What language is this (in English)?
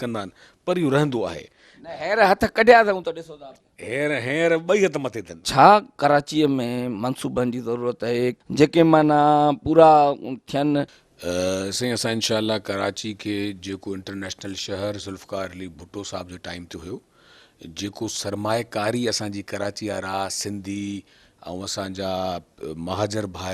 Sindhi